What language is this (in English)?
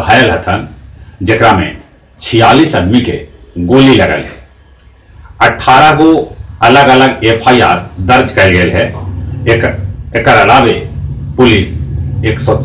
Magahi